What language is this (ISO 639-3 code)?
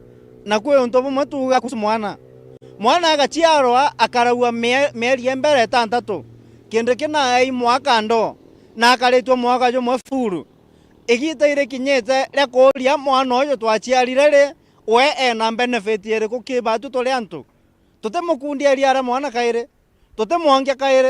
mer